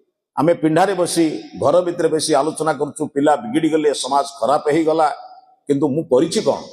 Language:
Odia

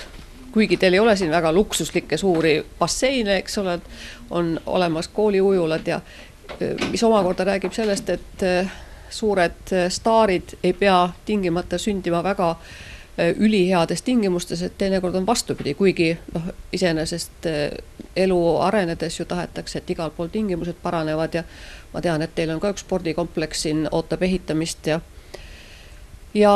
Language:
Estonian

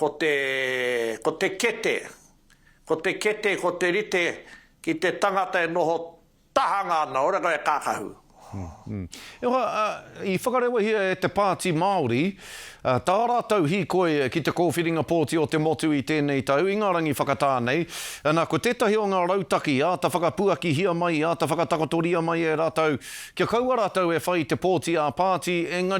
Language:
Māori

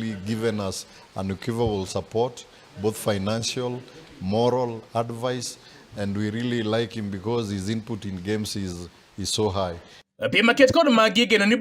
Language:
Luo (Kenya and Tanzania)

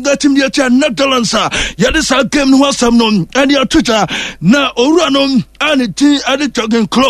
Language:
Akan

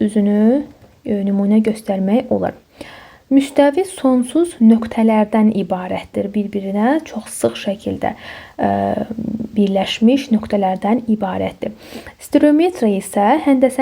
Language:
Azerbaijani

